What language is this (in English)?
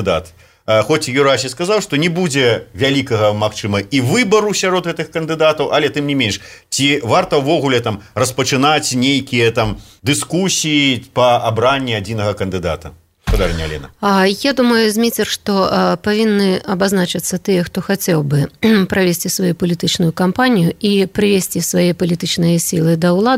Belarusian